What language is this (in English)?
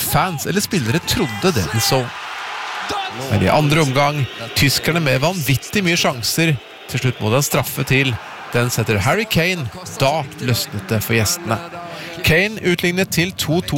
Norwegian